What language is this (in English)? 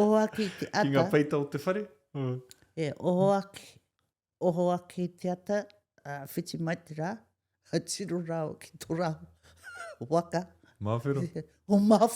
Māori